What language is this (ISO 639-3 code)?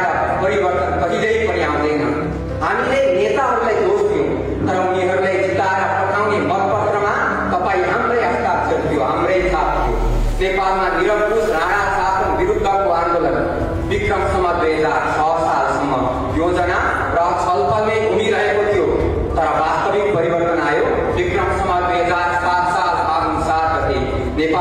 nep